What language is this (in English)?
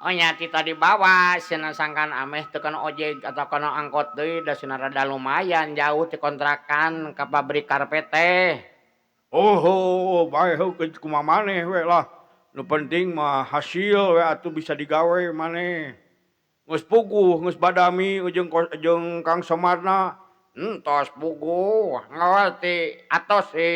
Sundanese